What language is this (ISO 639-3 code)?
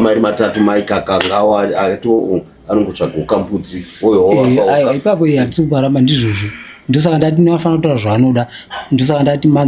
sna